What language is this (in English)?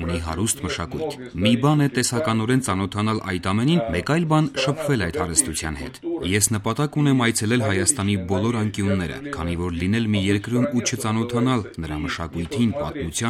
Armenian